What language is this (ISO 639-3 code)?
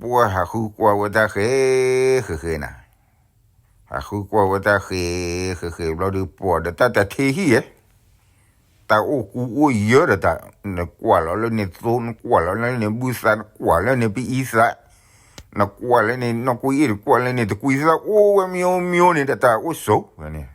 ksw